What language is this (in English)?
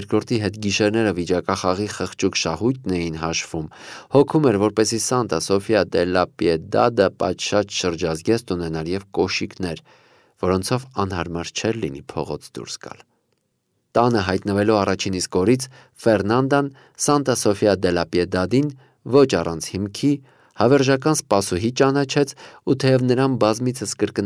Armenian